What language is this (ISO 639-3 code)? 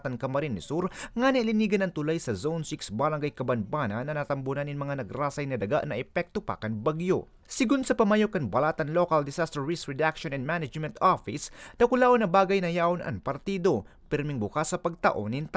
bik